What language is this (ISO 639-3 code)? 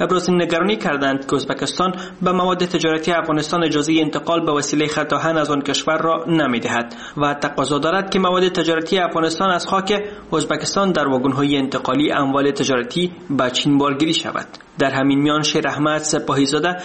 fas